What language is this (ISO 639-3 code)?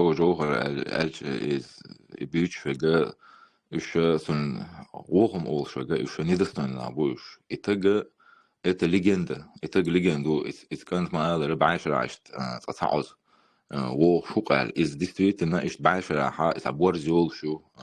che